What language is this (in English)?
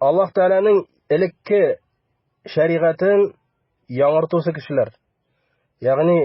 Bashkir